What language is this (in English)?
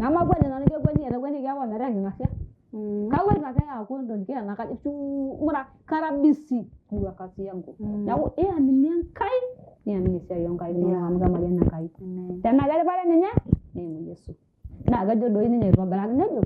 Masai